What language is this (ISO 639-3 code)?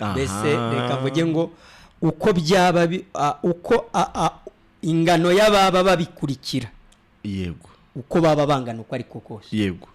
kin